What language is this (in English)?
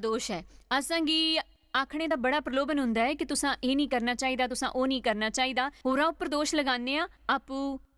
Dogri